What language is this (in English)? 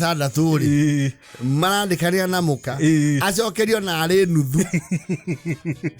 Kikuyu